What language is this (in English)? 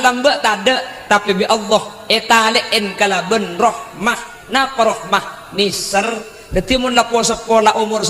Madurese